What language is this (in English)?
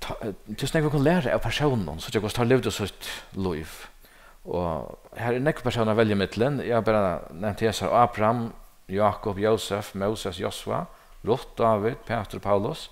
Faroese